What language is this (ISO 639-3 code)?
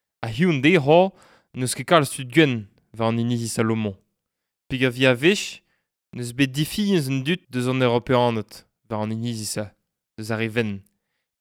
bre